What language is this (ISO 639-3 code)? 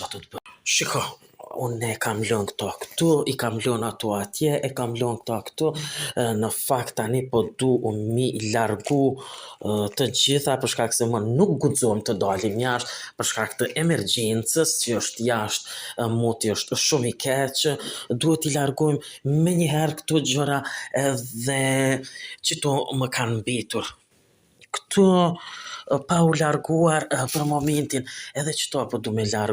sqi